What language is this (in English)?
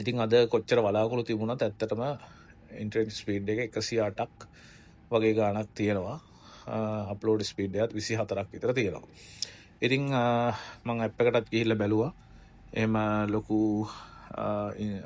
Sinhala